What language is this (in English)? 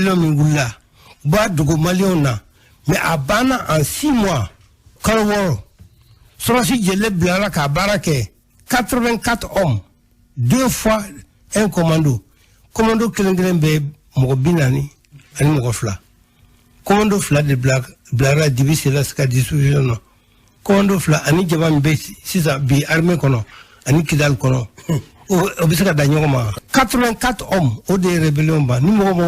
Bambara